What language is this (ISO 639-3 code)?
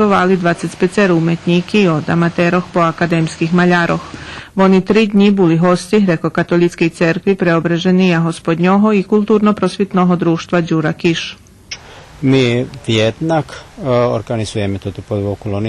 rue